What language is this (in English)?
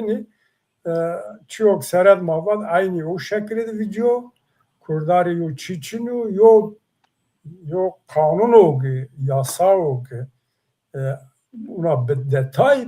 Zaza